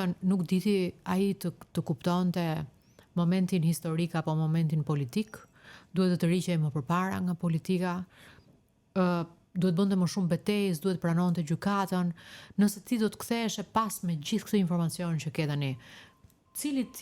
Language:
Albanian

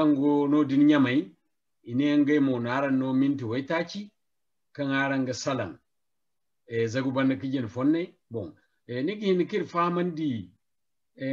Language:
Zarma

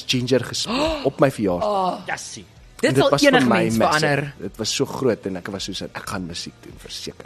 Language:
Afrikaans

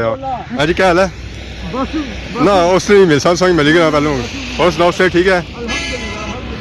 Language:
Pahari-Potwari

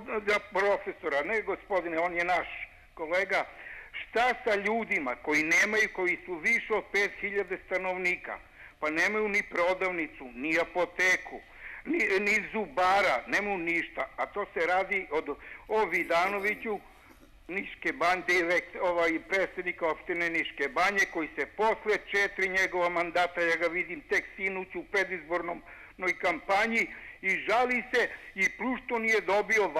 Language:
Serbian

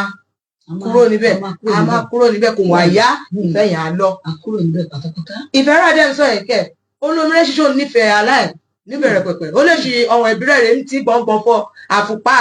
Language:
Yoruba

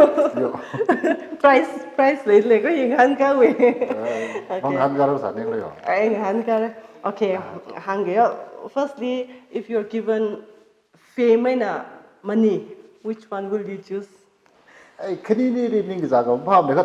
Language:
Tangkhul Naga (India)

